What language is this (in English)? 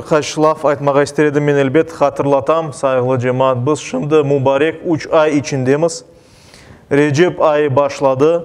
Crimean Tatar